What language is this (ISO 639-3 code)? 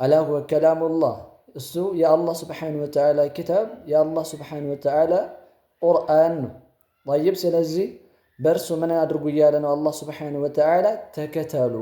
amh